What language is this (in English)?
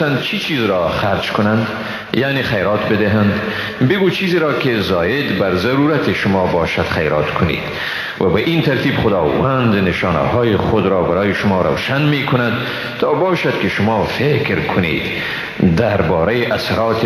Persian